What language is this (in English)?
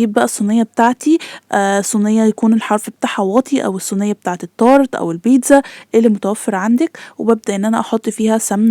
Egyptian Arabic